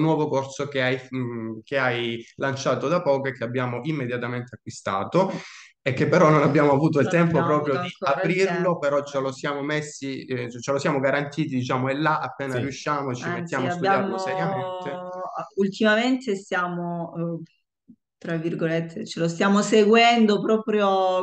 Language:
Italian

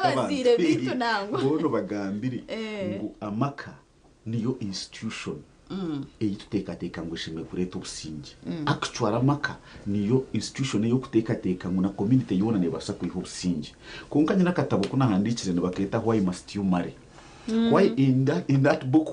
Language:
Nyankole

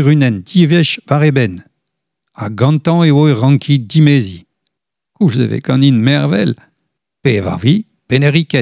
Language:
Breton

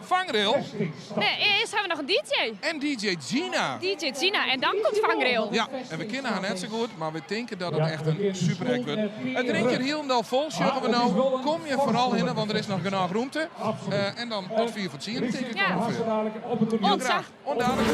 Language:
Western Frisian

